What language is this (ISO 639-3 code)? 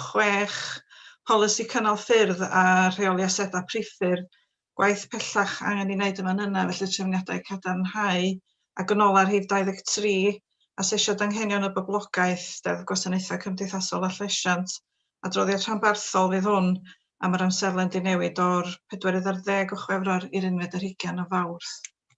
cym